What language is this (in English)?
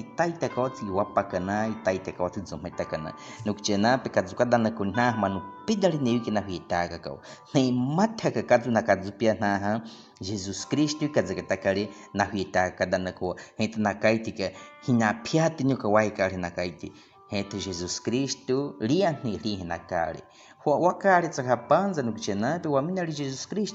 Baniwa